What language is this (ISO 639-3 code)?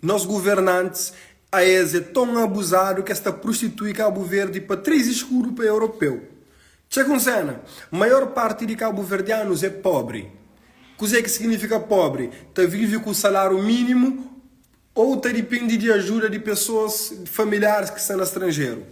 kea